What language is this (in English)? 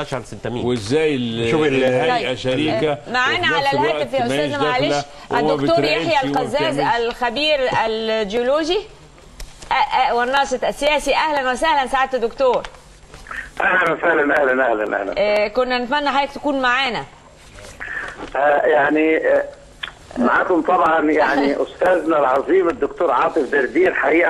Egyptian Arabic